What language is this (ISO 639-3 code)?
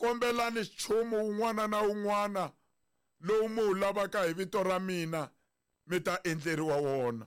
tso